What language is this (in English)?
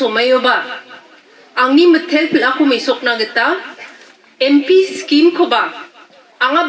Garo